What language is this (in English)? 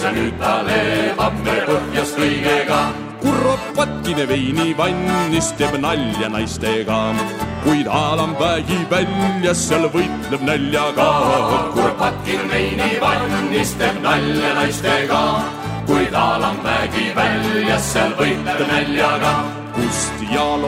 Estonian